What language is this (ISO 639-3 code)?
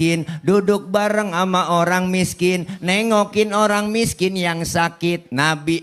bew